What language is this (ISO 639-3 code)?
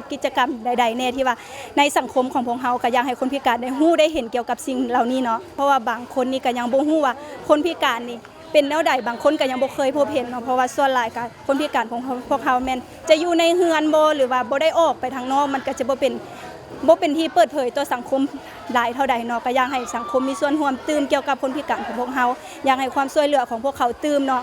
lao